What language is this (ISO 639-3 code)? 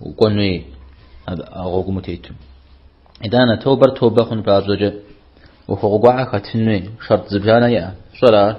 kbd